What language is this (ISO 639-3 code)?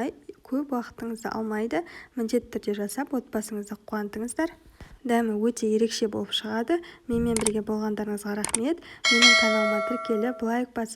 kaz